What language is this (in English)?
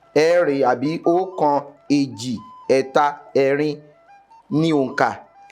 Yoruba